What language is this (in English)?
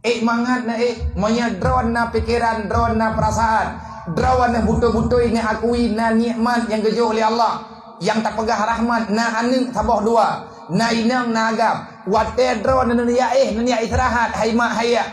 Achinese